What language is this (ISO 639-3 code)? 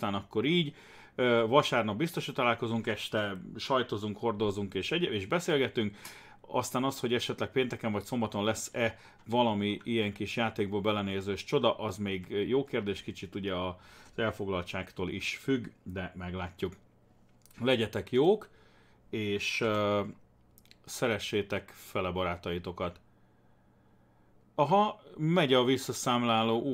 hun